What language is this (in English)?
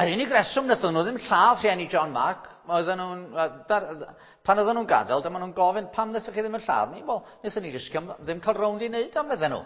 Welsh